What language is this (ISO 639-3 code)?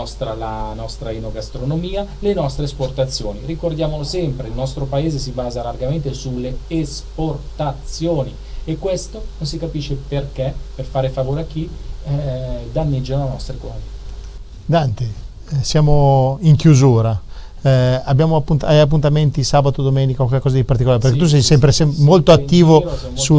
ita